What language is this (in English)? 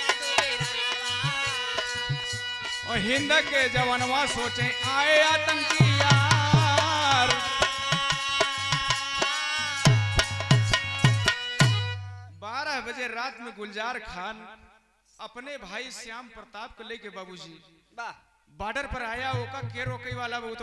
Bhojpuri